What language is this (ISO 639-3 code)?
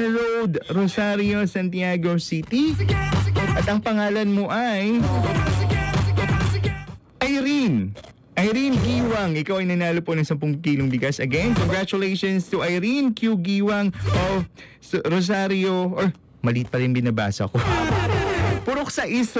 fil